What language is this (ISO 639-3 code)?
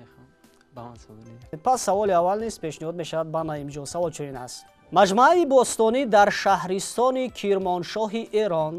tgk